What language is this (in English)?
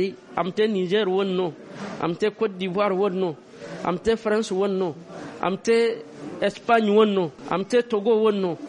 Zarma